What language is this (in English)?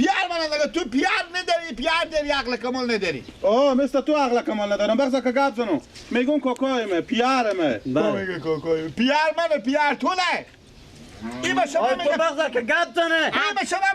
Persian